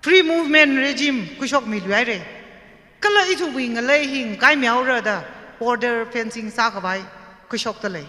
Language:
Tangkhul Naga (India)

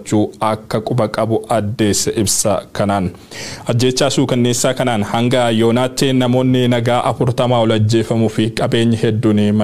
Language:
Oromo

